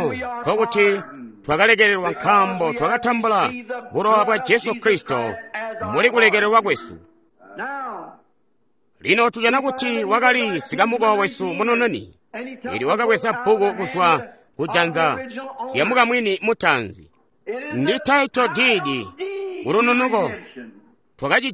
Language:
Tonga (Zambia)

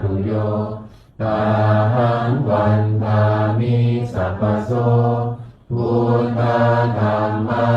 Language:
Pali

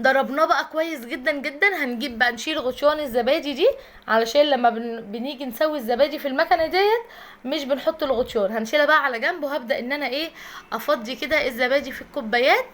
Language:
Egyptian Arabic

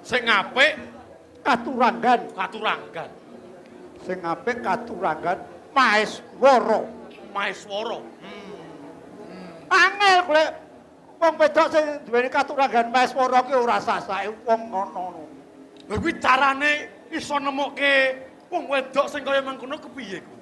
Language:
Javanese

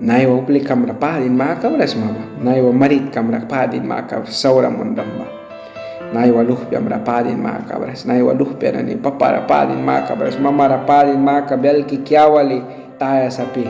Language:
Mískito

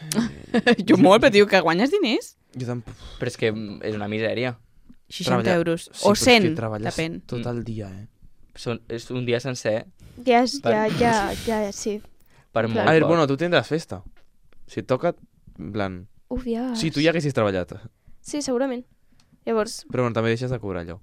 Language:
Catalan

